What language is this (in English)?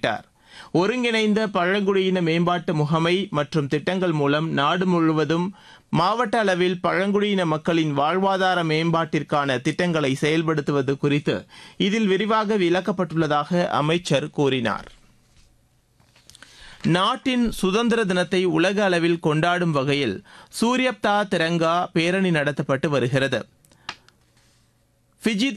Tamil